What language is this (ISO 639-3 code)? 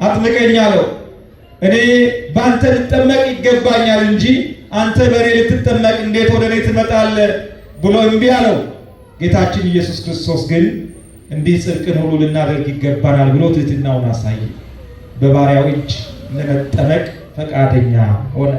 amh